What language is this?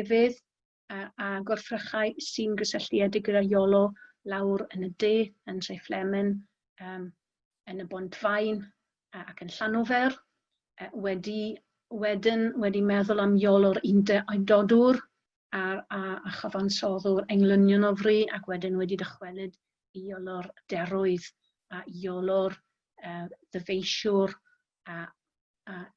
Welsh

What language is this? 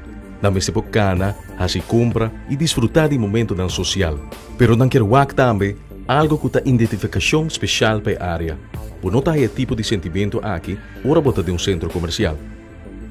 Papiamento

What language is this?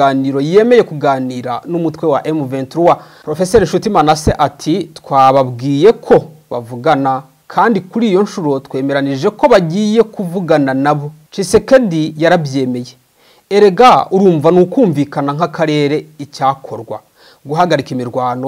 Kinyarwanda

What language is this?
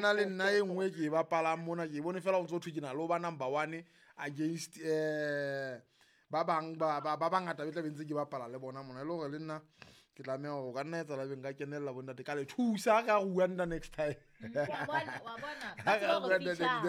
Southern Sotho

